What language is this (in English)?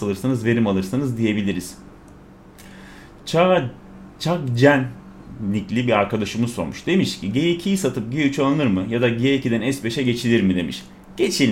Turkish